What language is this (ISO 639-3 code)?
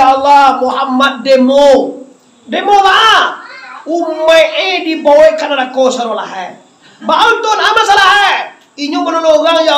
min